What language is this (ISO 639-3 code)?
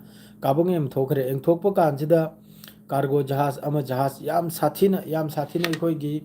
mni